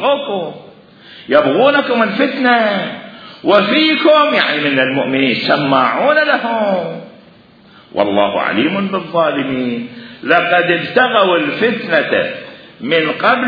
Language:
Mesopotamian Arabic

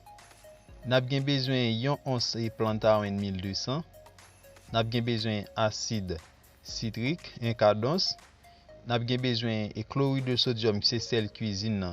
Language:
Haitian Creole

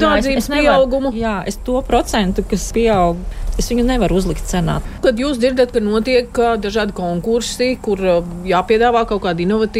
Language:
Latvian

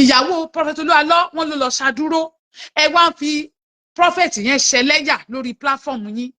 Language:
Yoruba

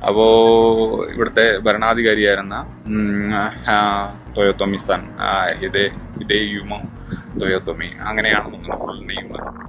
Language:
Malayalam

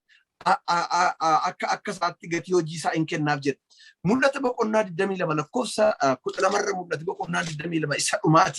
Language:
Oromo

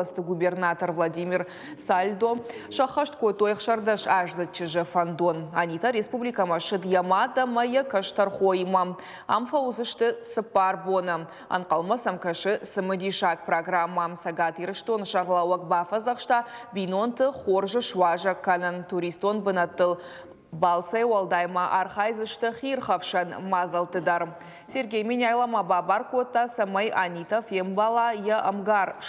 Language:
Ossetic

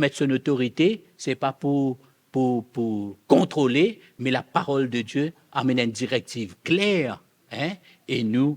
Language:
Morisyen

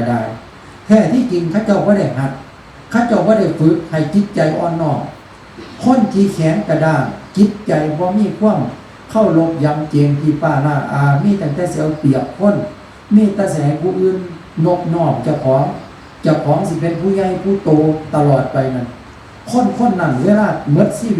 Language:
Northeastern Thai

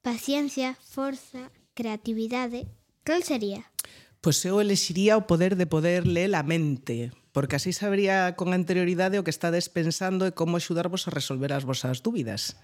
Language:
Galician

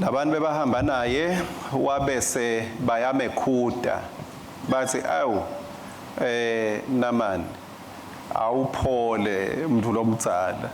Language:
Swati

